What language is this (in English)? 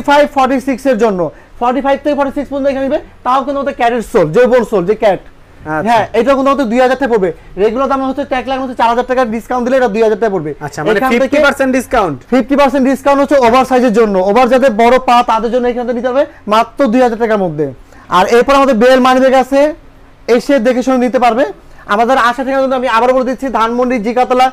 Bangla